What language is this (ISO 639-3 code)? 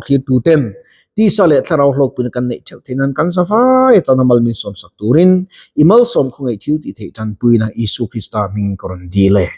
lus